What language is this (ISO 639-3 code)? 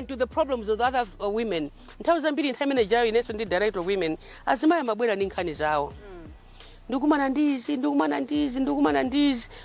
nya